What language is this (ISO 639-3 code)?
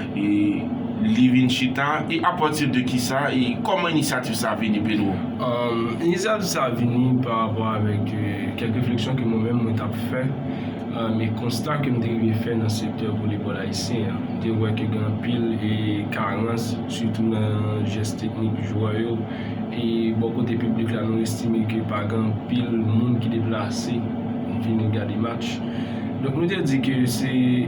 hat